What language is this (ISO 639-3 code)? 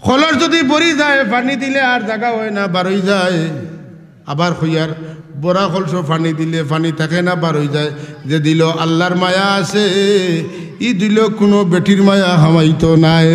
syl